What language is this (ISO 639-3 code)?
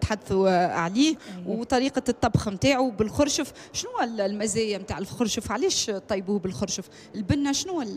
aeb